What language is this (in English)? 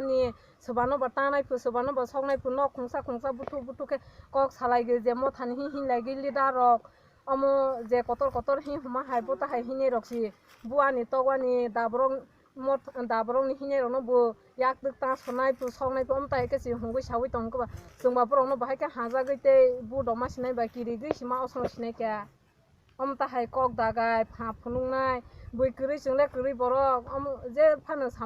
Kok Borok